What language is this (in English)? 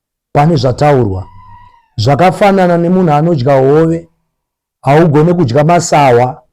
Shona